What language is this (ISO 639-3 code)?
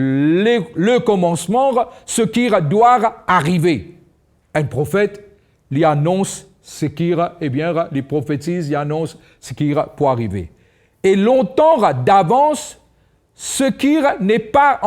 mfe